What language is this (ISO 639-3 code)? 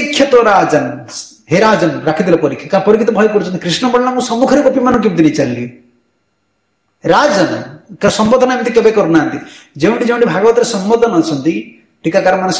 ori